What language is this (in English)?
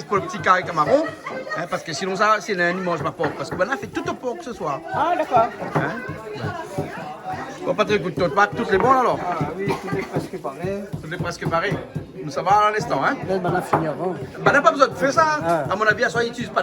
Réunion Creole French